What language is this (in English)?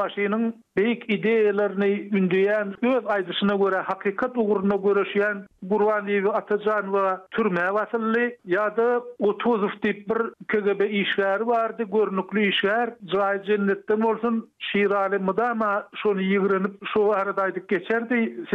Turkmen